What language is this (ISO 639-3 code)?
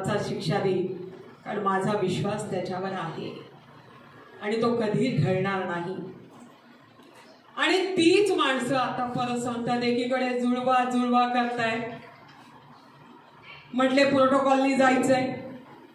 mar